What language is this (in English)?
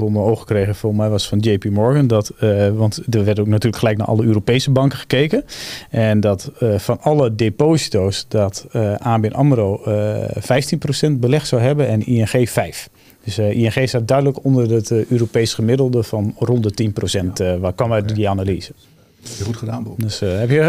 Dutch